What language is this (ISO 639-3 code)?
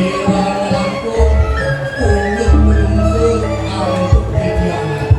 ban